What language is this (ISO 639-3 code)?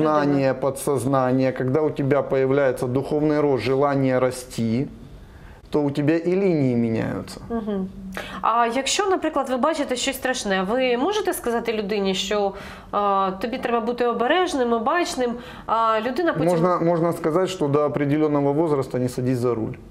ukr